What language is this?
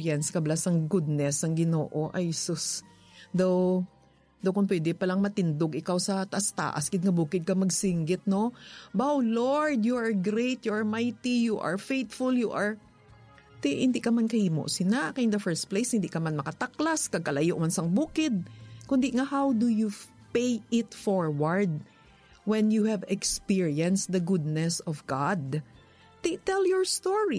Hiligaynon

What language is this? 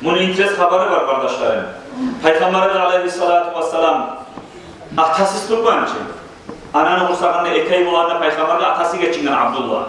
Kumyk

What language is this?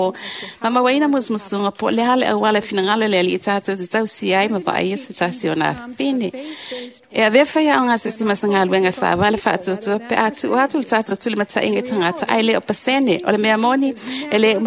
Samoan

